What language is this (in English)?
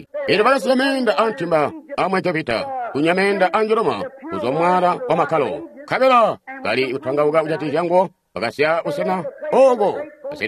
Tonga (Zambia)